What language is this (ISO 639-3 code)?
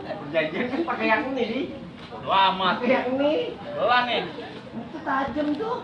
bew